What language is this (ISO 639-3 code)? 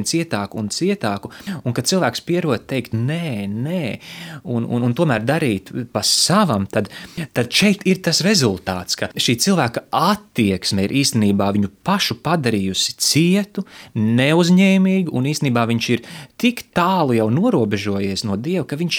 lav